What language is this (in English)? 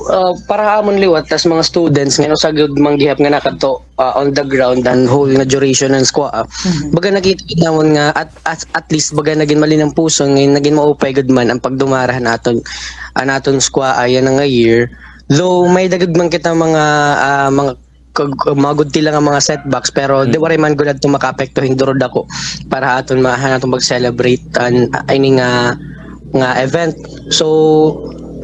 Waray